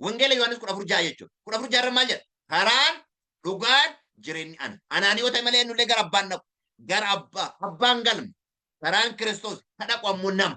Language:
Oromo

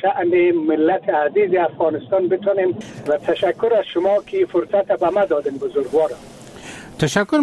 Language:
Persian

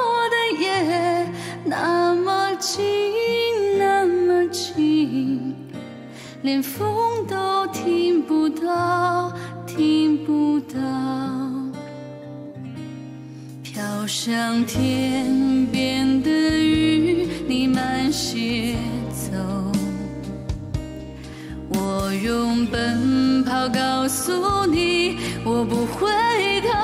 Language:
Chinese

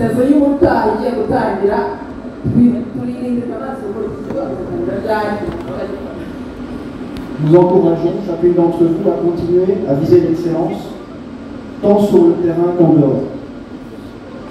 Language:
Kinyarwanda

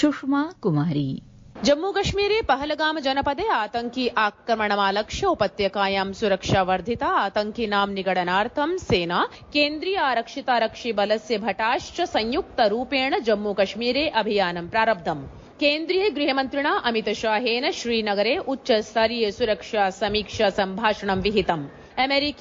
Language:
Sanskrit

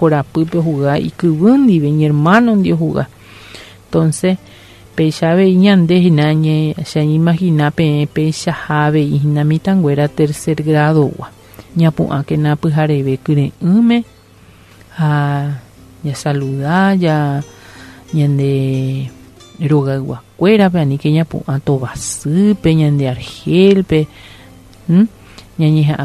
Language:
Guarani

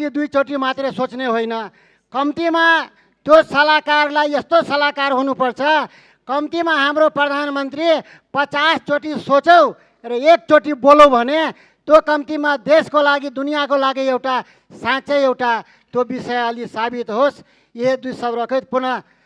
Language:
Nepali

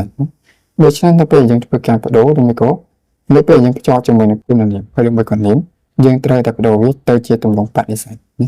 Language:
Khmer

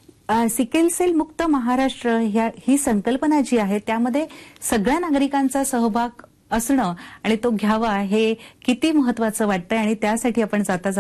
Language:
Marathi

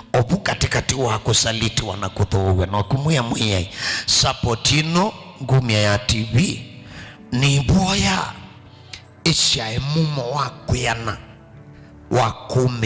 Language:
Kamba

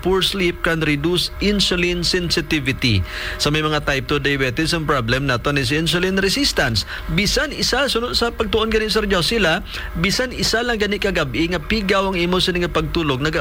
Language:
Hiligaynon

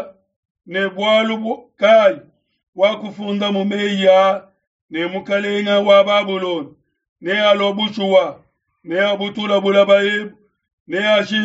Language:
Luba-Lulua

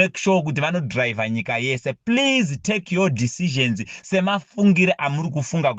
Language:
Shona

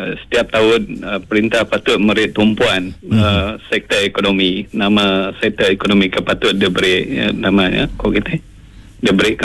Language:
Iban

